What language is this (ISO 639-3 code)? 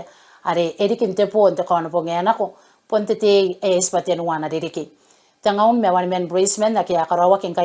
gil